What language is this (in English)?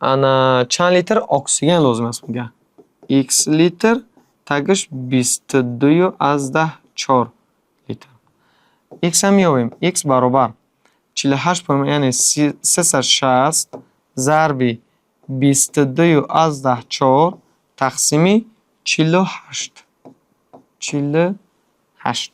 Tajik